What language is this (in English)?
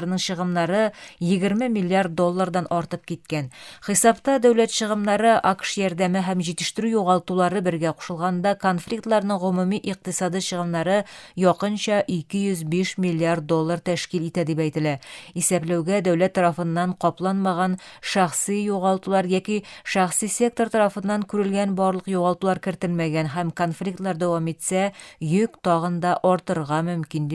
Tatar